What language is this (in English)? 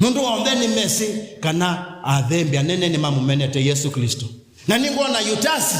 Kamba